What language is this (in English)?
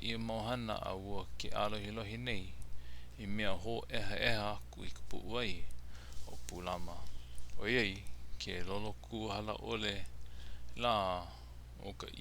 Hawaiian